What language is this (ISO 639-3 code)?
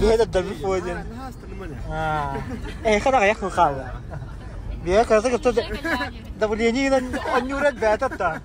sah